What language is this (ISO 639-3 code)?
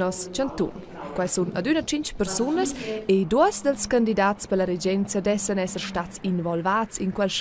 roh